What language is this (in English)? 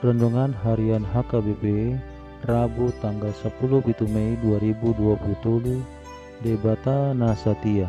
Batak Toba